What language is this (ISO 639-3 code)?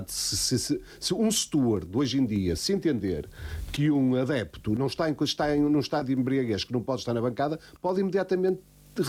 por